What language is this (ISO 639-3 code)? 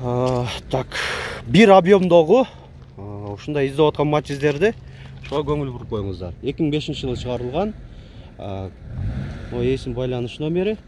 kir